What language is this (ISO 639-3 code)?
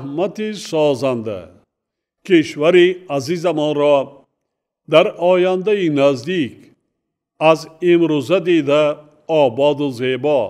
tgk